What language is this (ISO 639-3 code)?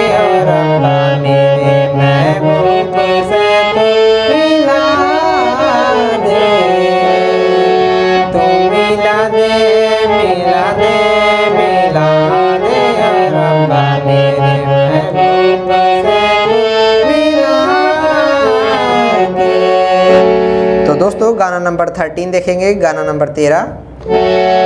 hin